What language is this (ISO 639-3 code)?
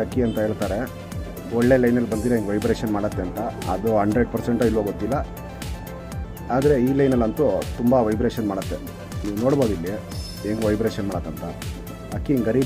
kan